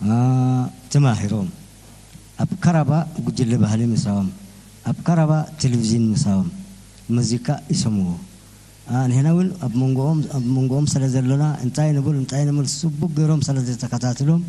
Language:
Tigrinya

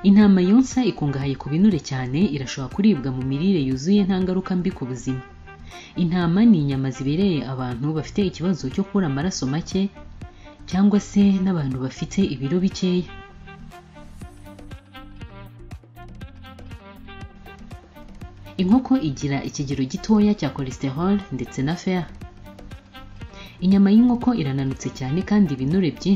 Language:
Kinyarwanda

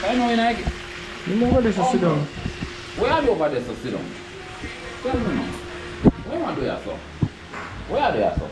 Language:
Jamaican Creole English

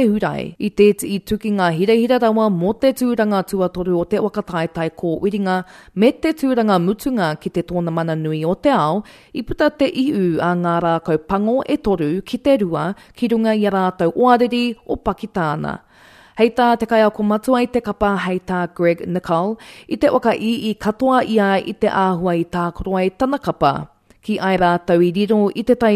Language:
Māori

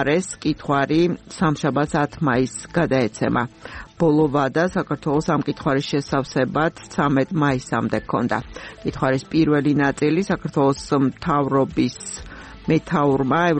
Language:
Georgian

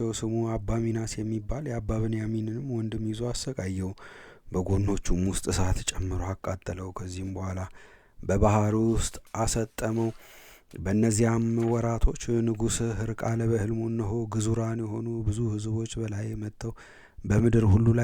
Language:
Amharic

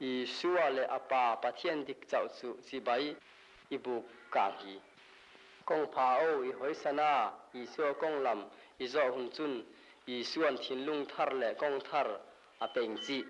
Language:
Mizo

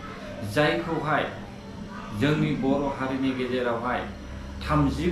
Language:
Bodo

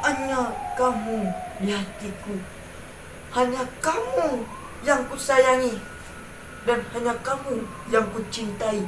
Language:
Minangkabau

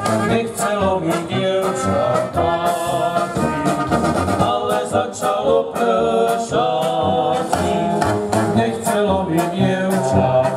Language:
Slovak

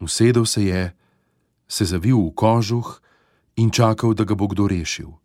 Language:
Slovenian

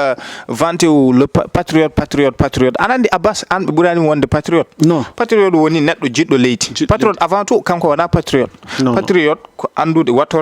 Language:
Fula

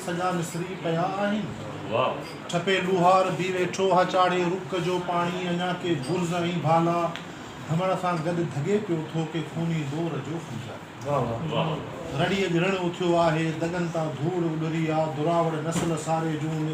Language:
Sindhi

